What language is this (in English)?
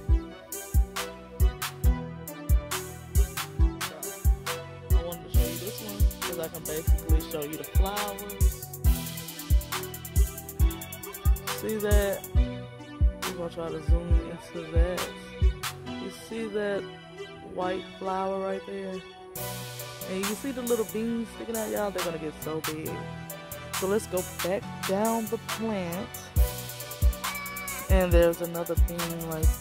English